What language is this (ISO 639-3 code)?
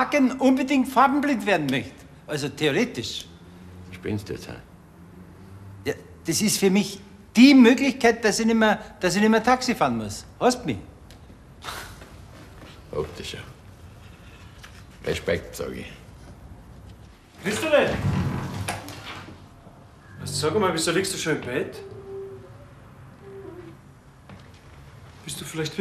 deu